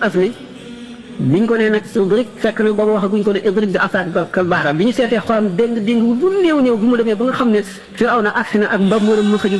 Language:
Wolof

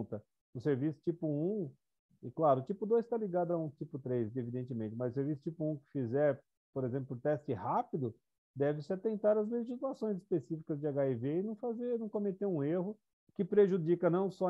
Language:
Portuguese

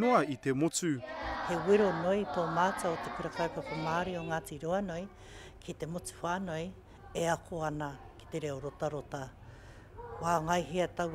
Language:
Māori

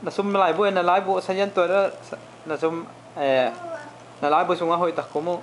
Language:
Tedim Chin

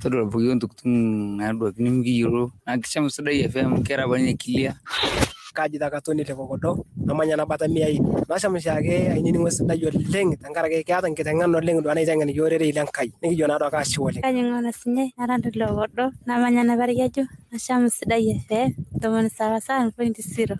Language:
Masai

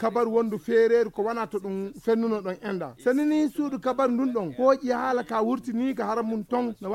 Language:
Fula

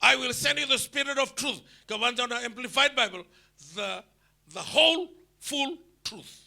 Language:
Fijian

